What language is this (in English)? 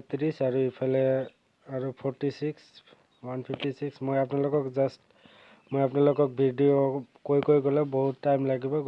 Assamese